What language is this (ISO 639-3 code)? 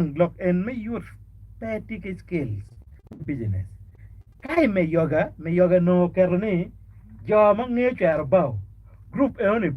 ach